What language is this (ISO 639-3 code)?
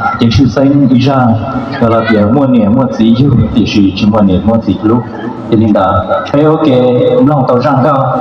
hmn